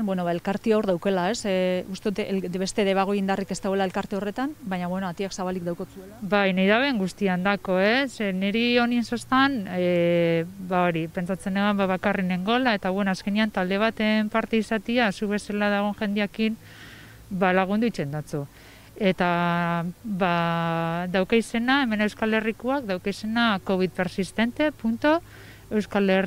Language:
Basque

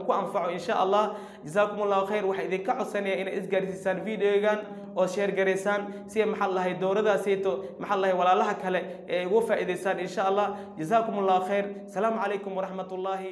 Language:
Somali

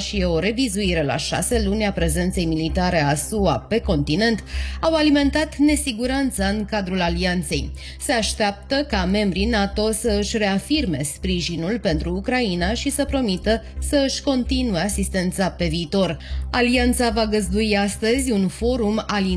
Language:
Romanian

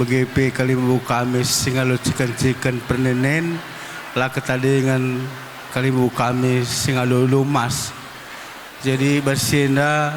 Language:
Batak Karo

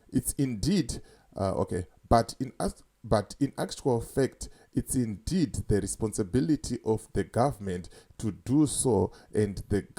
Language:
Shona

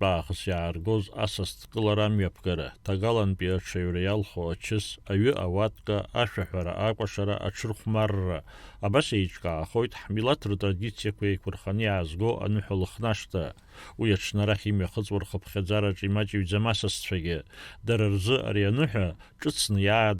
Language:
Abkhazian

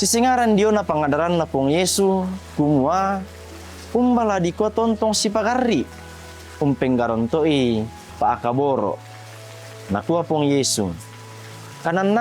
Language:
Toraja-Sa'dan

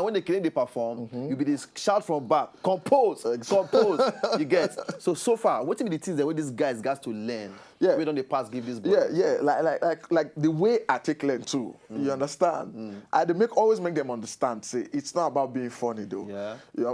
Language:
Nigerian Pidgin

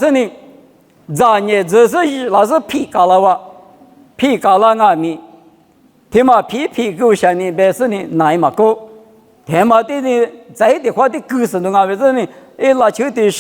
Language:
Lisu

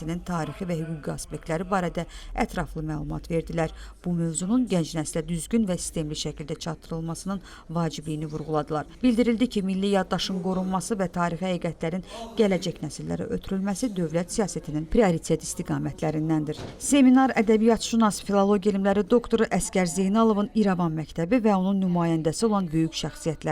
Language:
Azerbaijani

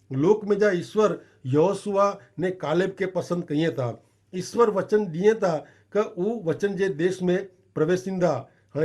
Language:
Kachhi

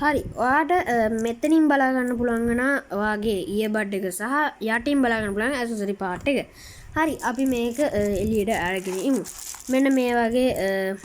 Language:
Sinhala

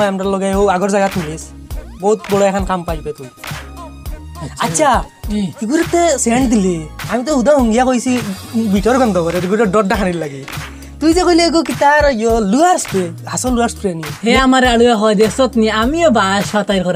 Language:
Sylheti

